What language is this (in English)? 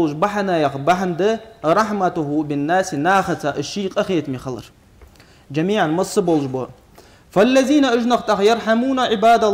Ingush